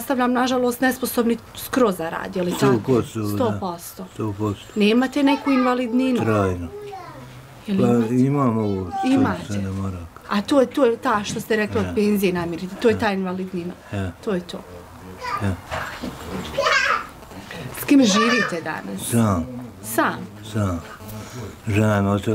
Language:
Bosnian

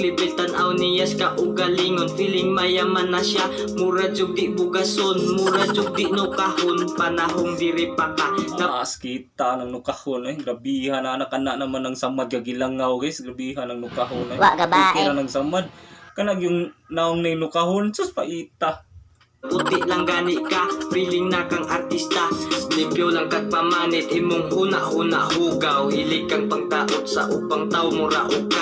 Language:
Cebuano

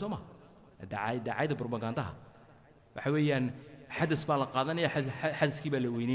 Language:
Somali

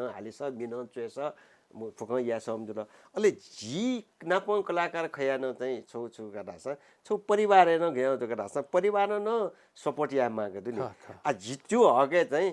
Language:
Newari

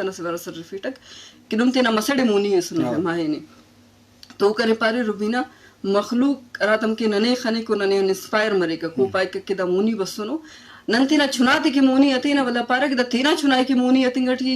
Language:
Eastern Balochi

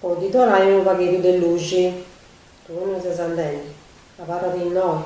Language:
Sardinian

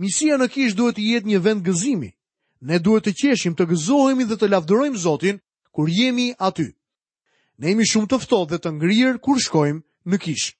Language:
Albanian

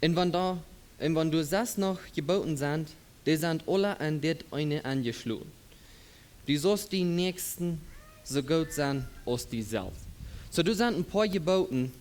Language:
Plautdietsch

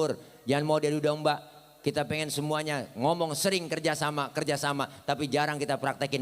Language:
Betawi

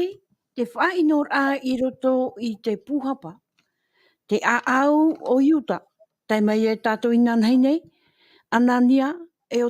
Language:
Tahitian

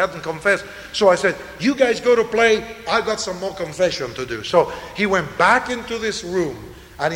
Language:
English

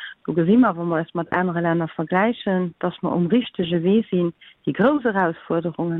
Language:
Luxembourgish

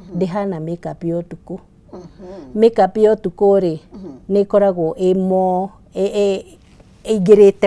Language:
Kikuyu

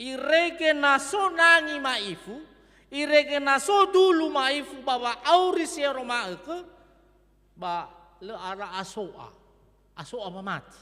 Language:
Nias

